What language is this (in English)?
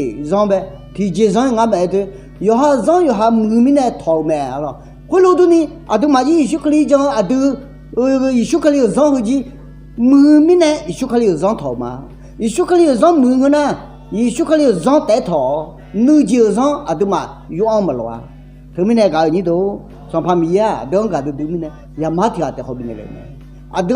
Akha